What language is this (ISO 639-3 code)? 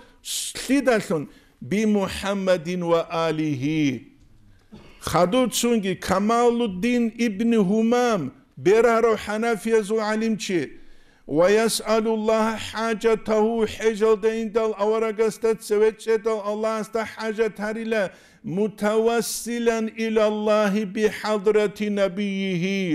ava